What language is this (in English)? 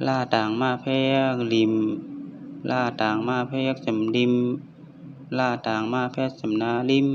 Shan